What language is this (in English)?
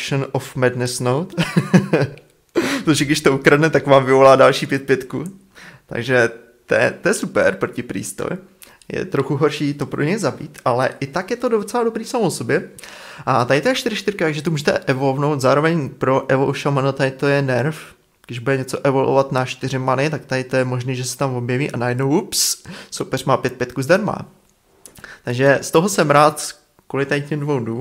Czech